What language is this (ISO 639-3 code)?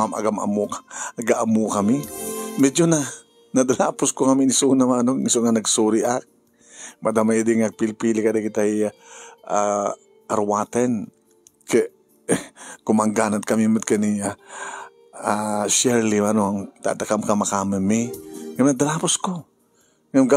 ilo